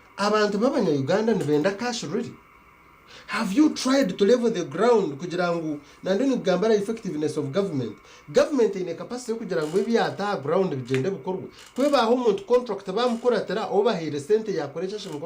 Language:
Nyankole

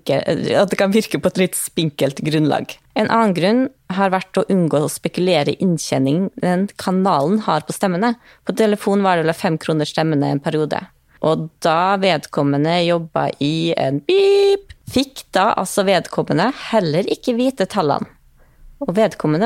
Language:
Norwegian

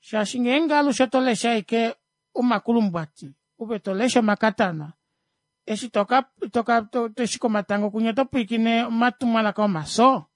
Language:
Kuanyama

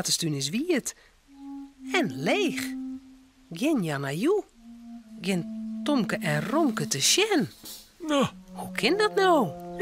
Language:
Western Frisian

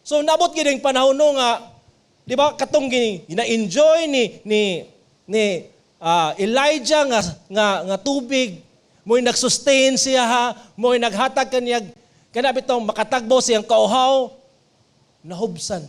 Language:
Cebuano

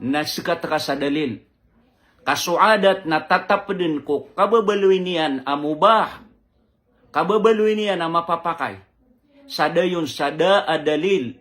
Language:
Maranao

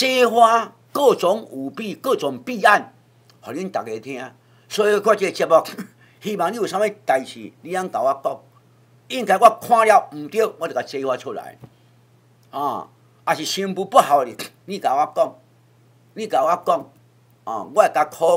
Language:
Min Nan Chinese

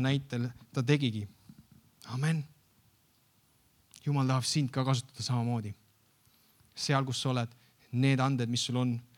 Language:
Estonian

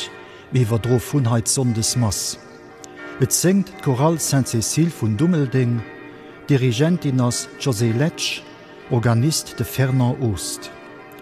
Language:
Luxembourgish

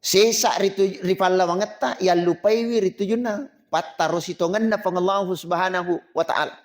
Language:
Buginese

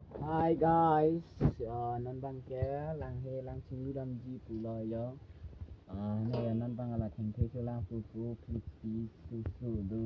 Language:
Karbi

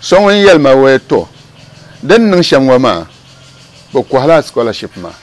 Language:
Dagbani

